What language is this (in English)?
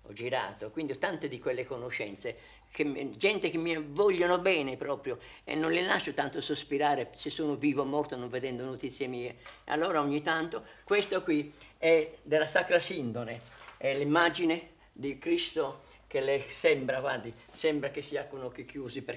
Italian